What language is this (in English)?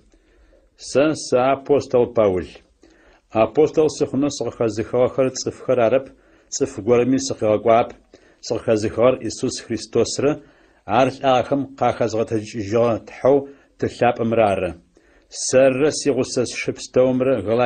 Adyghe